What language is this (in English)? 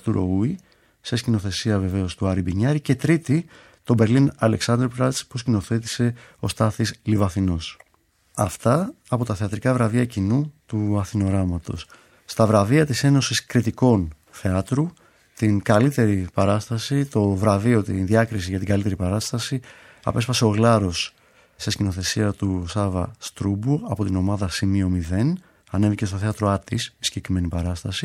Greek